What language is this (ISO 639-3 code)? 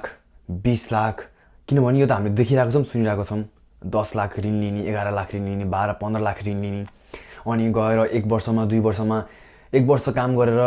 nep